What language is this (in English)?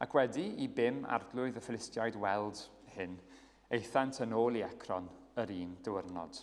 Welsh